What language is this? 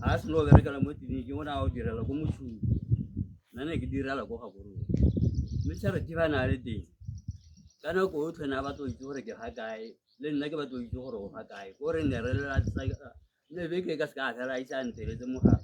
Tswana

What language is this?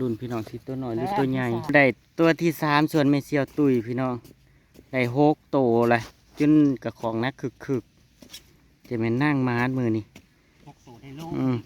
Northeastern Thai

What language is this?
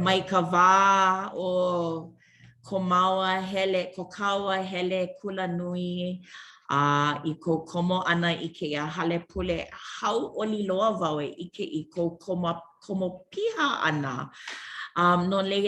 Hawaiian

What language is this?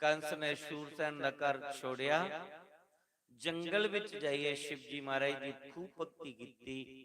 Dogri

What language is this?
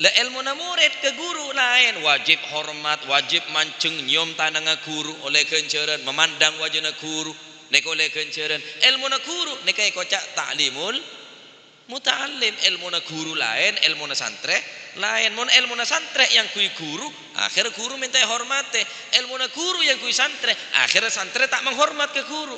Madurese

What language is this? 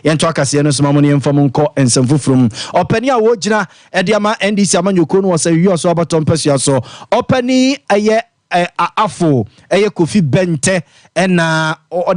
Akan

